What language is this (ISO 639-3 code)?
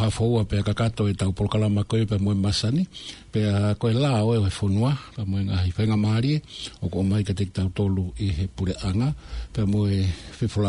ton